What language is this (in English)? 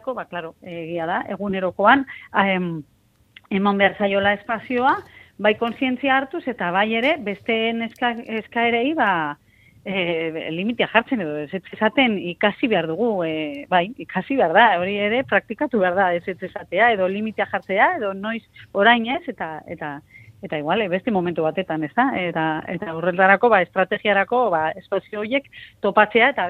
Basque